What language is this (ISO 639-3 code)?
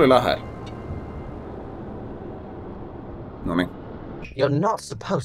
fin